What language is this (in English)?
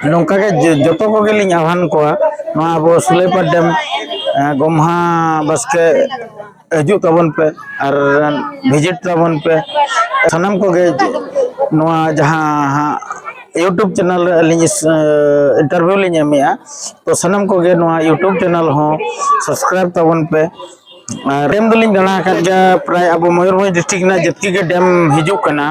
Santali